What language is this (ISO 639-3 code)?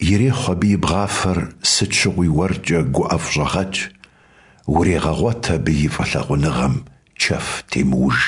kbd